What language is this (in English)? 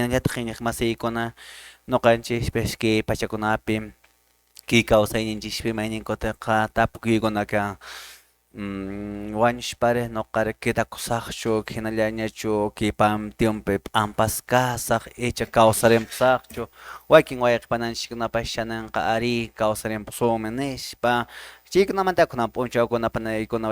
Quechua